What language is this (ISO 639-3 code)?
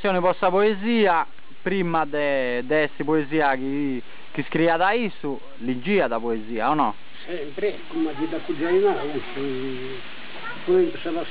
srd